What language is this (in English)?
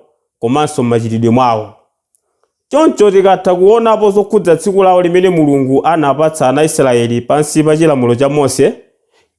Nyanja